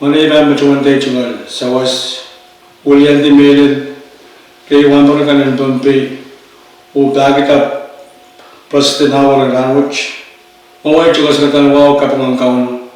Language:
Pohnpeian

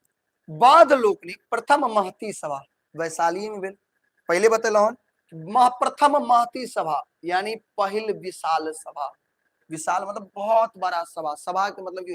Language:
Maithili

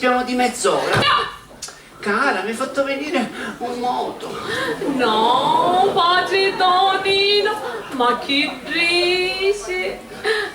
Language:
Sicilian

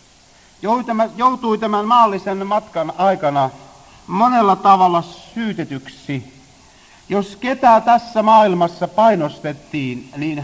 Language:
Finnish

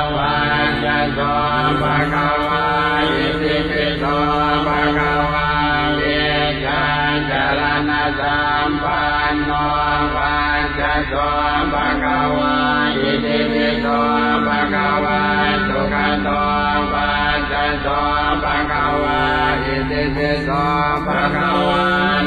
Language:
Pali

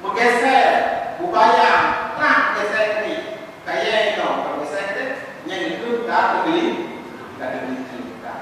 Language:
Achinese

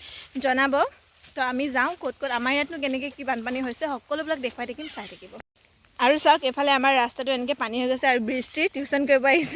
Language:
Assamese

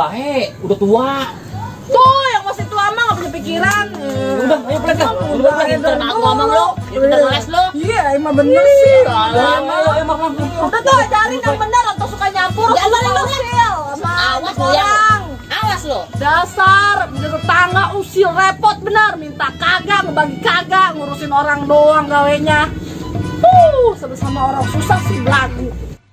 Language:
Betawi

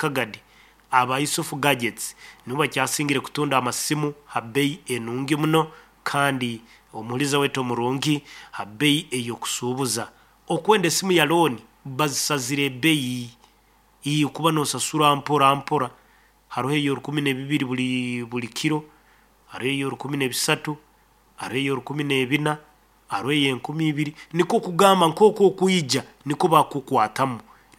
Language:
Nyoro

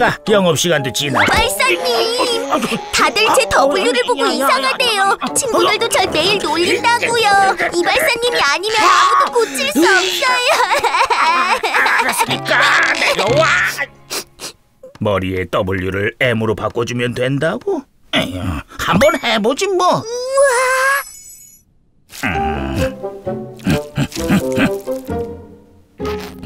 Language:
Korean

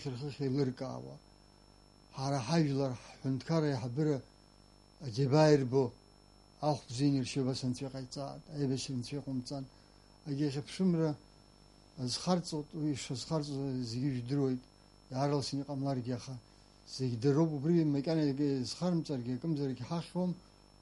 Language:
Abkhazian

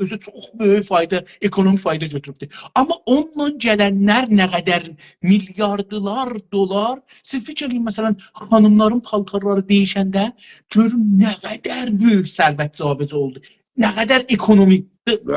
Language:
South Azerbaijani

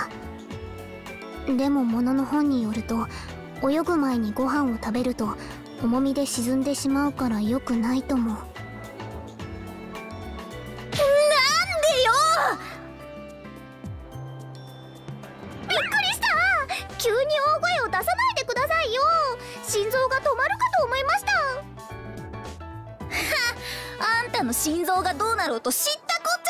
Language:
Japanese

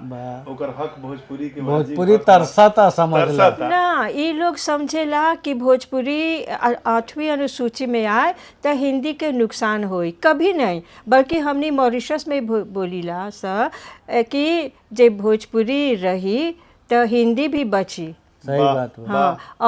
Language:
Bhojpuri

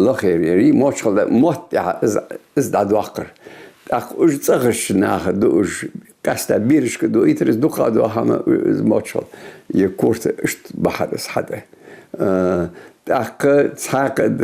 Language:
Ingush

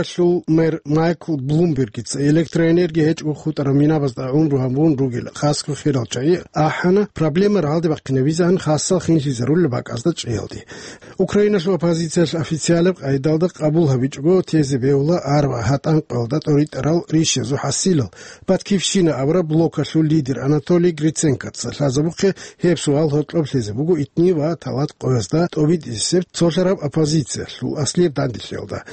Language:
Avaric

